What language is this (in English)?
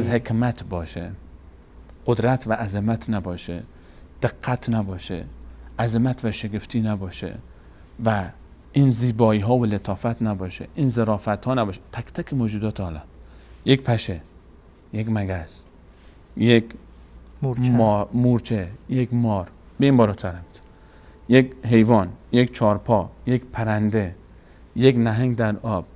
Persian